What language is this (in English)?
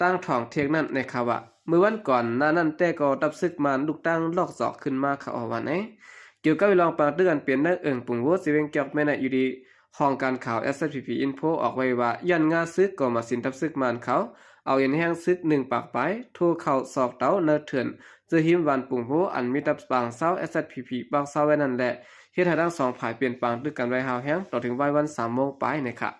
Shan